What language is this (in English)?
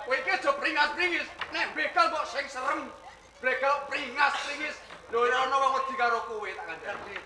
Javanese